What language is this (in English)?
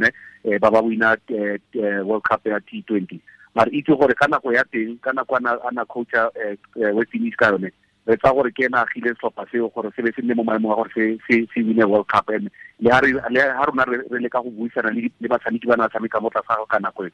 Tswana